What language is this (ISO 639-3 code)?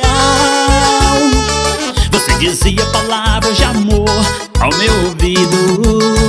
por